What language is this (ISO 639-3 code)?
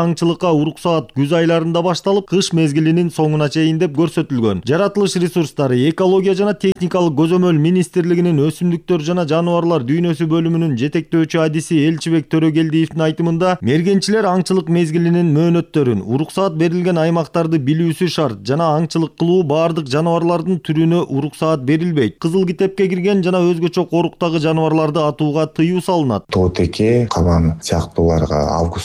kir